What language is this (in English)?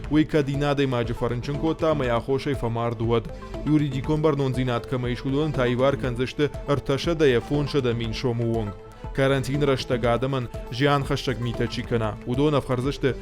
Ossetic